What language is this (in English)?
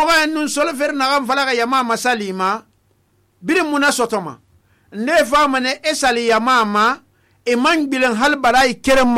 Susu